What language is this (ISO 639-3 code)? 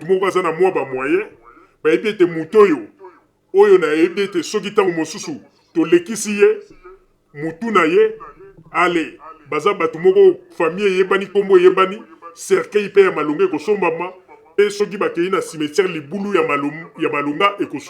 lin